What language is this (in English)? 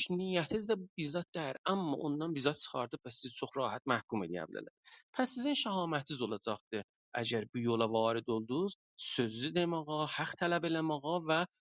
South Azerbaijani